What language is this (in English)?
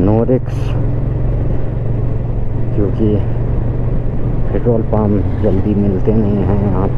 Hindi